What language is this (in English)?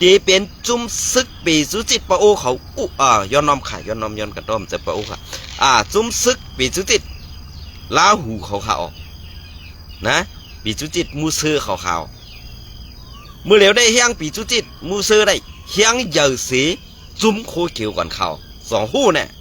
Shan